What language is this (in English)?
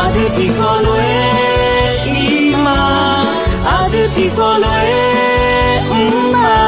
Akha